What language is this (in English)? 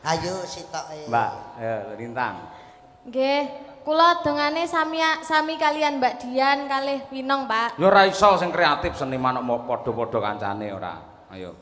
Javanese